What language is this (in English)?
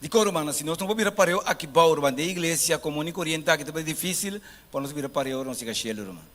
Papiamento